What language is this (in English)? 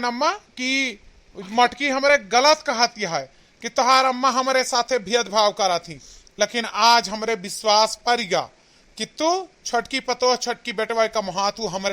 Awadhi